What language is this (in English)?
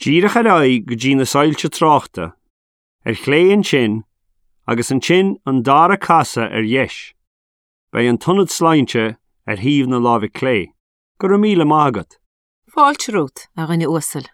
Irish